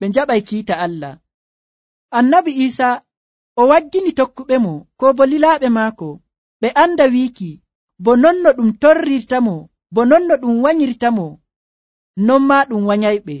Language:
Nigerian Fulfulde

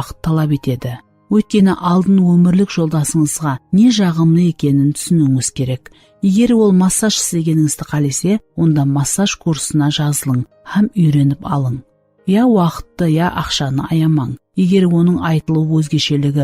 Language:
Kara-Kalpak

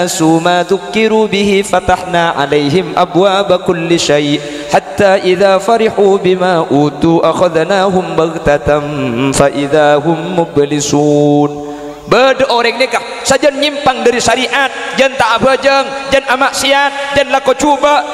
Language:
Madurese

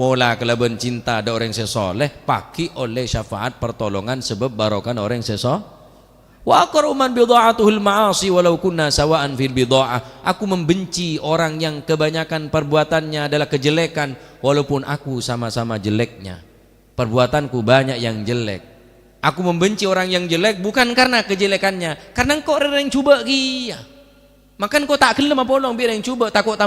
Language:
Madurese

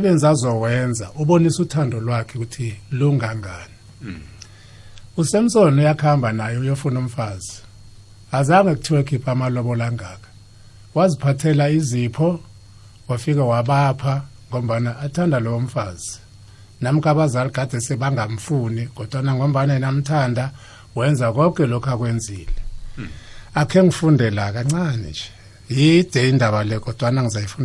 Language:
South Ndebele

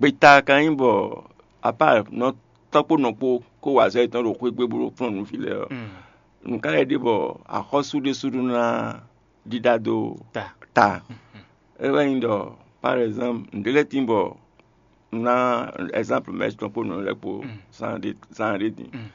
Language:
Fon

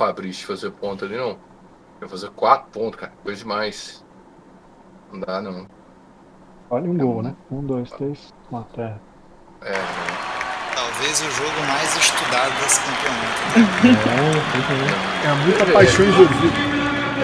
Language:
Portuguese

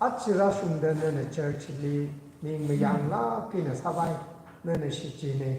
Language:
Tangkhul Naga (India)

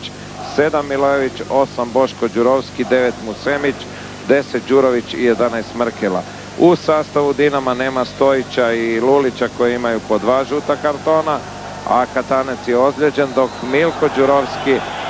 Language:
Croatian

